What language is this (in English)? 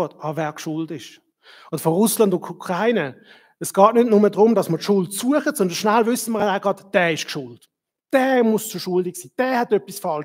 Swiss German